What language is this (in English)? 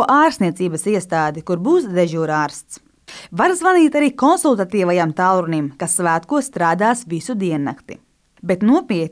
Latvian